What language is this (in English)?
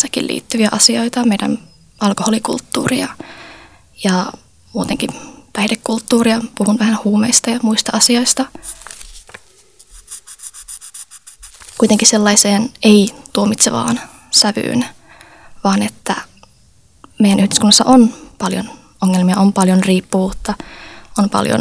Finnish